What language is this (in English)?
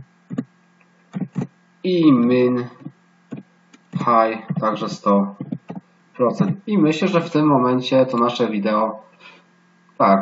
Polish